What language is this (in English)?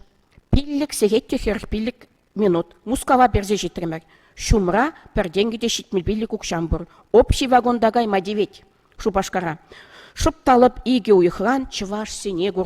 Chuvash